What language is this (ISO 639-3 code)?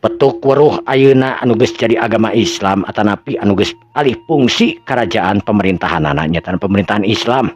sun